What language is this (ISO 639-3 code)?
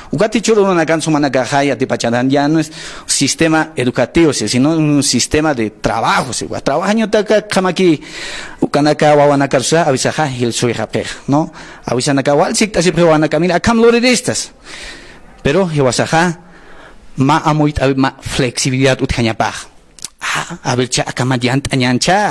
aym